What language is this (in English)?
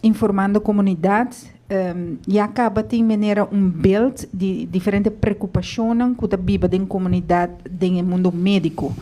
Papiamento